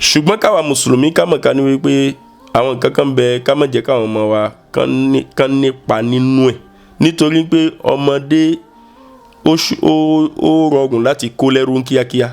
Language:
Yoruba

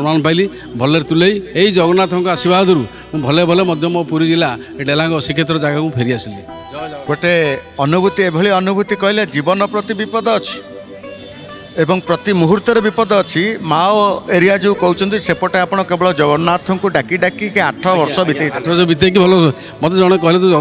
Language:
Odia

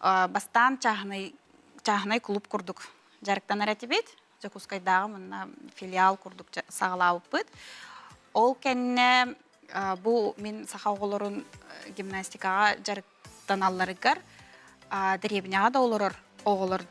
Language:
Yakut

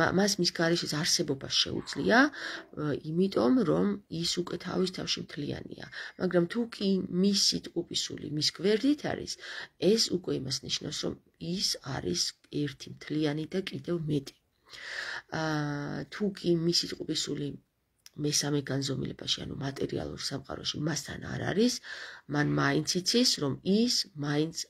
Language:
Georgian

